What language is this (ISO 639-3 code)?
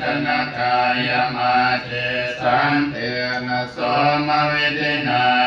pli